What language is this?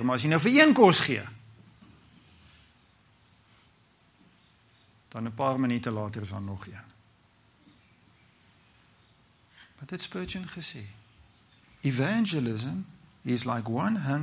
Afrikaans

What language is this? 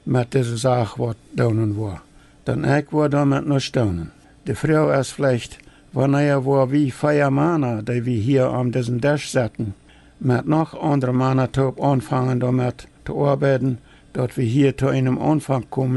Plautdietsch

